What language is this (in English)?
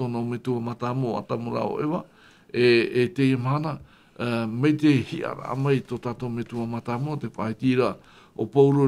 Tahitian